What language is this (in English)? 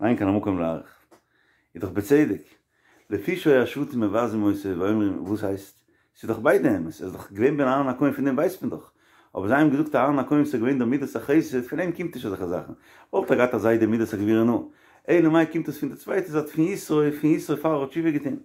Yiddish